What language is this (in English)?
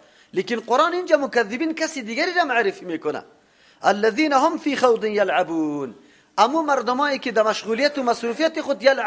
Persian